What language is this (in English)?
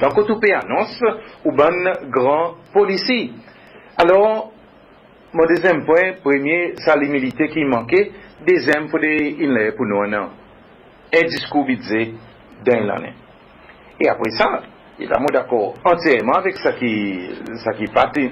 Seselwa Creole French